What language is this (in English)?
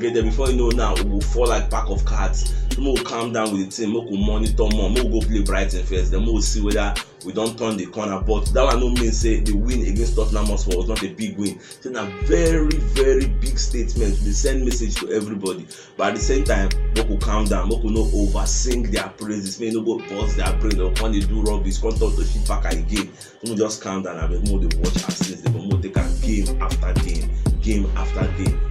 Nigerian Pidgin